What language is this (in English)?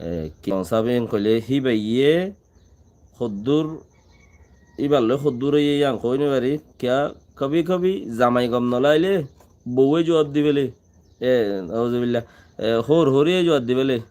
Rohingya